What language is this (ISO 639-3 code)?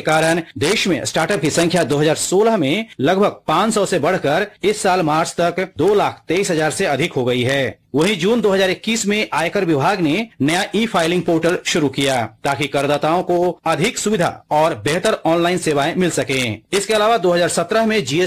hin